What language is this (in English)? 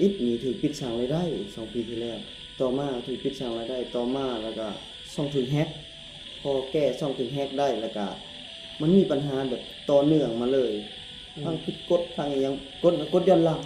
Northeastern Thai